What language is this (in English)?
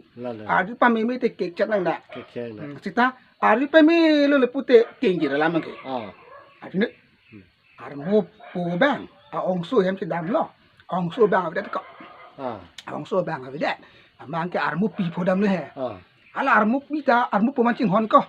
Karbi